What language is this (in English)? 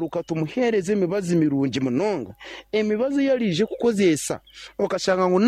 Nyankole